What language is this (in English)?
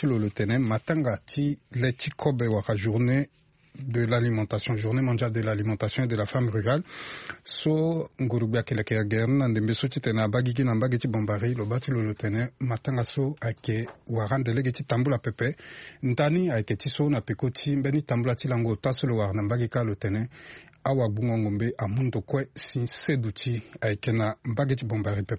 Sango